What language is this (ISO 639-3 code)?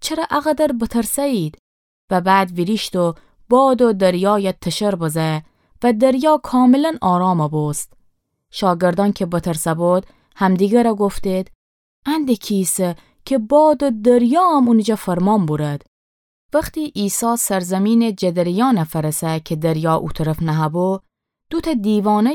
glk